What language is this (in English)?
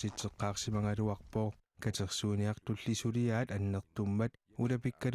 Kalaallisut